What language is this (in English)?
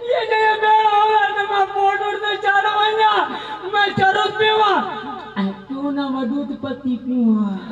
Saraiki